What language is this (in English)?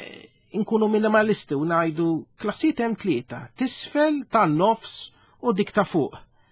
Maltese